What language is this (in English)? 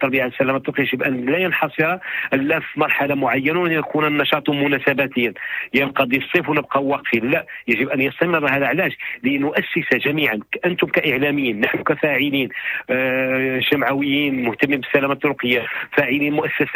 Moroccan Arabic